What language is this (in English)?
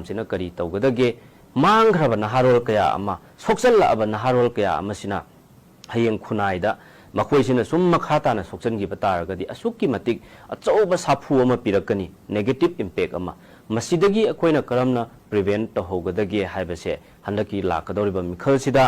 Manipuri